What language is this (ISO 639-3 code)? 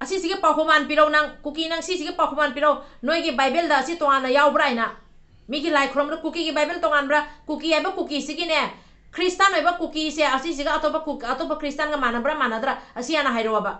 mni